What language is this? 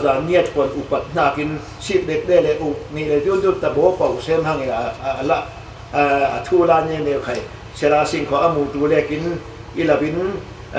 Falam Chin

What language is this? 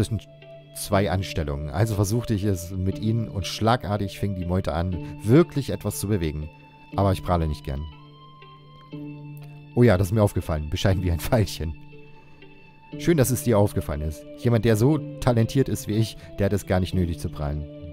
German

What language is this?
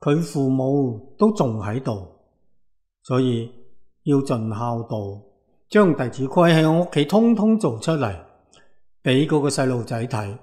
Cantonese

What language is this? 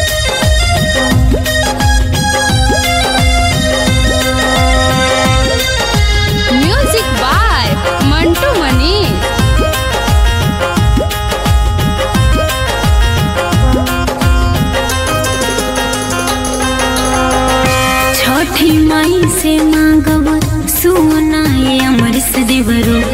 Bhojpuri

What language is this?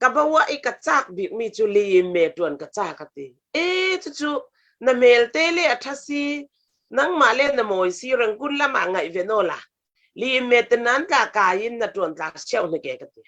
Falam Chin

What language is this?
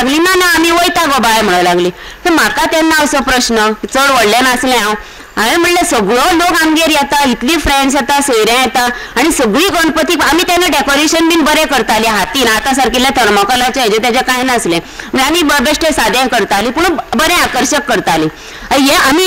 Konkani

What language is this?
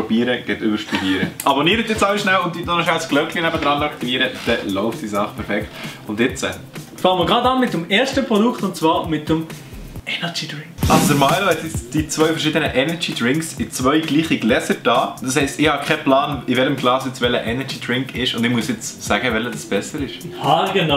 Swiss German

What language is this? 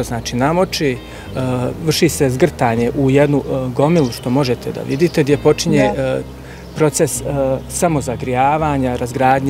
Bosnian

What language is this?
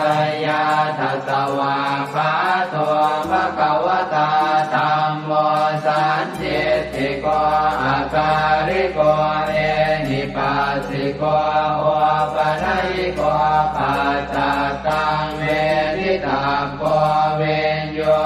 Pali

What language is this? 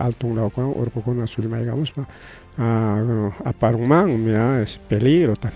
Ayacucho Quechua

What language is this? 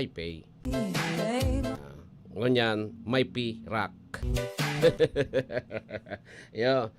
Bikol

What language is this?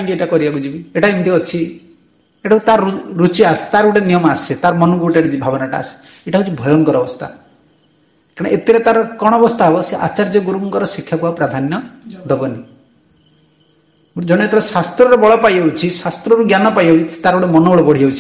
Odia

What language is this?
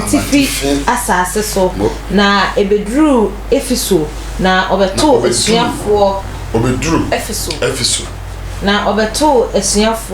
Akan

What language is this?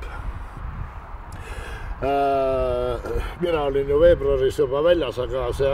Estonian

